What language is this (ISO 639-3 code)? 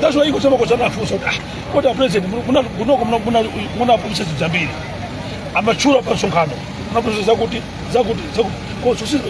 nya